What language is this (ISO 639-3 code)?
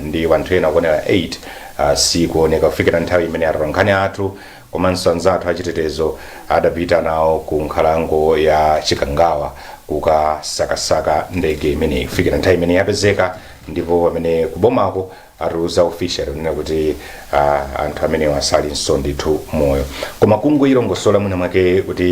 nya